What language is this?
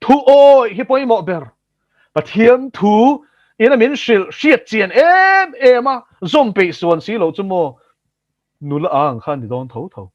Mizo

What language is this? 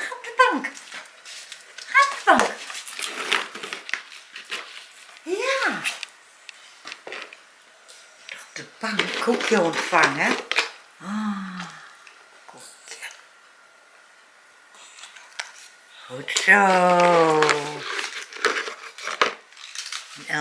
Dutch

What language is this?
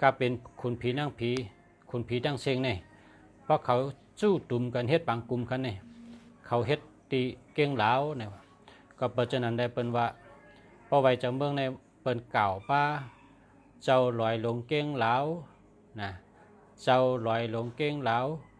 Shan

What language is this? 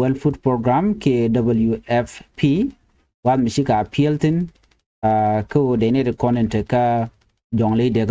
Nuer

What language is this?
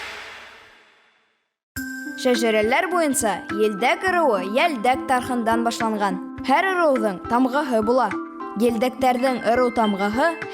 Bashkir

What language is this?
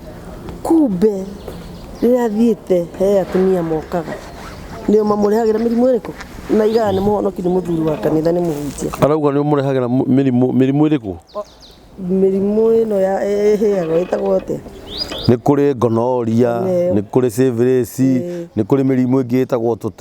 Kikuyu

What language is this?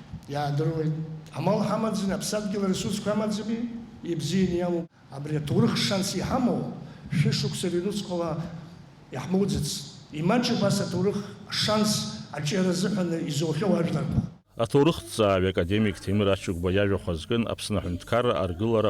Abkhazian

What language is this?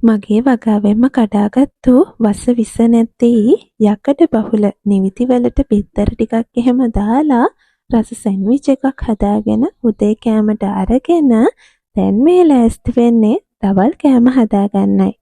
Sinhala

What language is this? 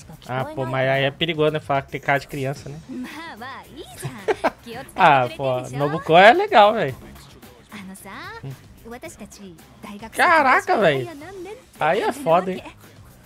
Japanese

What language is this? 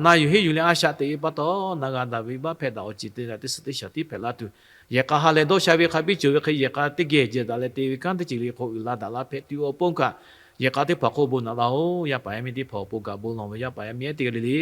Lahu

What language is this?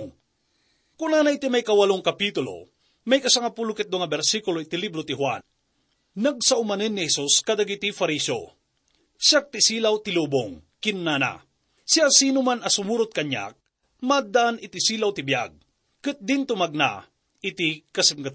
Iloko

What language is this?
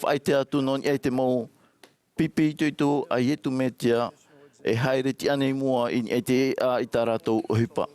Tahitian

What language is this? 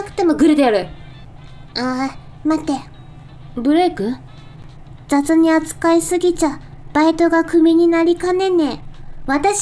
Japanese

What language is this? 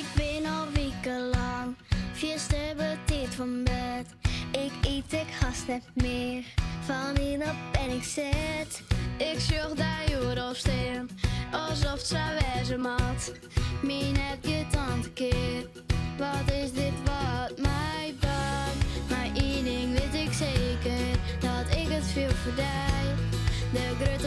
Western Frisian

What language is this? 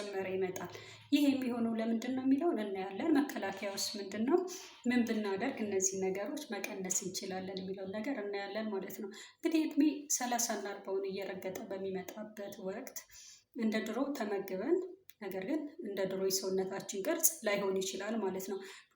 Amharic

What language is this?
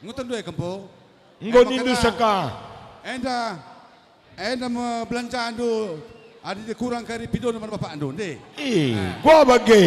Batak Karo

